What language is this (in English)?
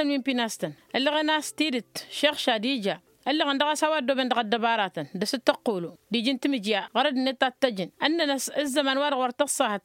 Tamasheq